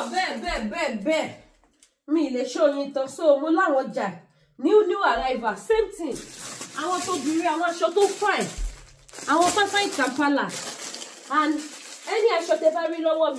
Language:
Yoruba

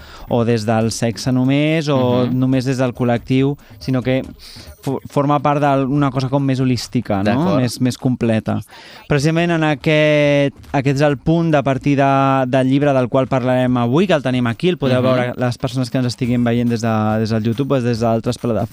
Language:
Catalan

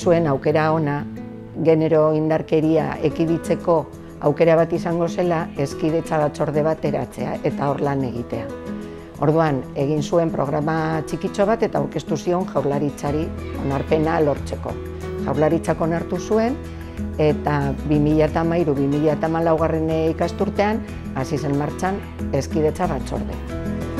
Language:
Basque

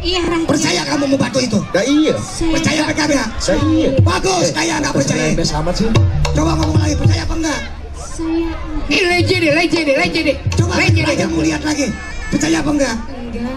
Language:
Betawi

